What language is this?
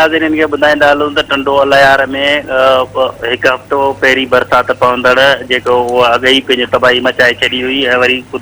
Sindhi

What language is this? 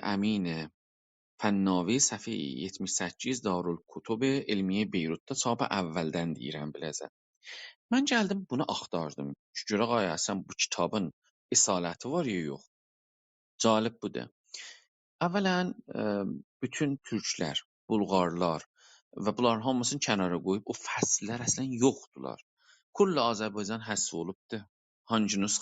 South Azerbaijani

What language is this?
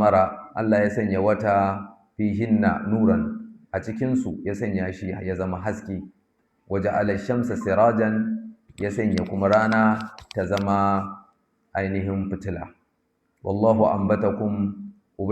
Hausa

